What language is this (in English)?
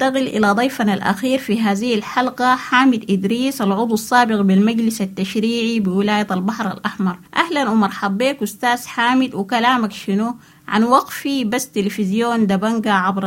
Sudanese Arabic